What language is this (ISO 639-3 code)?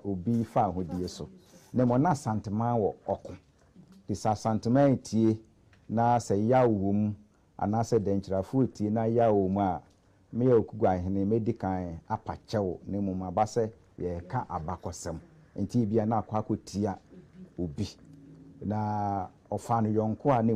aka